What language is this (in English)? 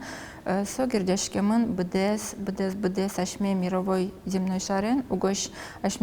Udmurt